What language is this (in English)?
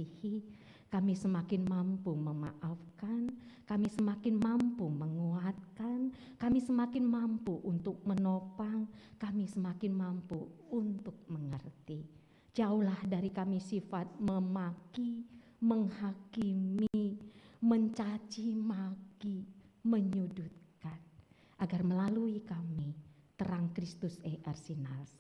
Batak Karo